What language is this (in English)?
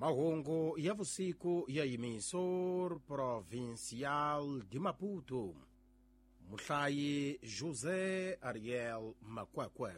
Tsonga